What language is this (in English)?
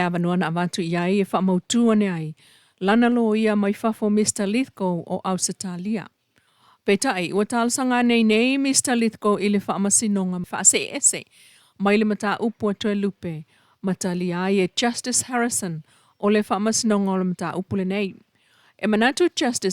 Samoan